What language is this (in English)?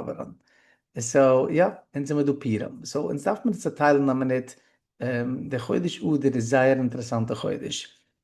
Yiddish